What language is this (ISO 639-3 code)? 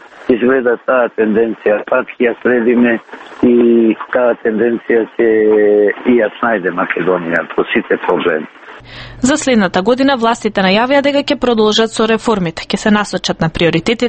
mkd